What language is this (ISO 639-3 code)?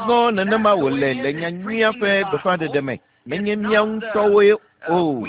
ewe